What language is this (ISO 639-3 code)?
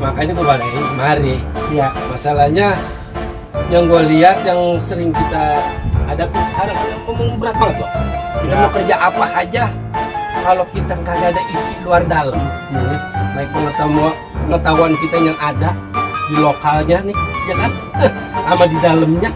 bew